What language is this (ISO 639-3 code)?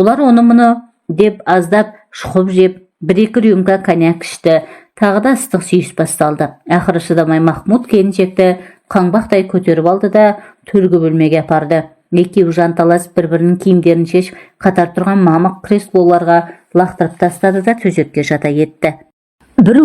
kaz